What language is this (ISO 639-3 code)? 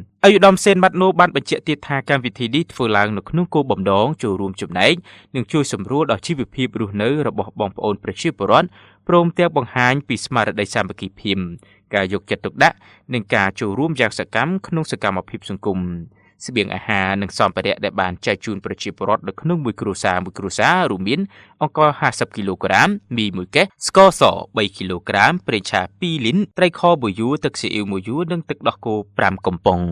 khm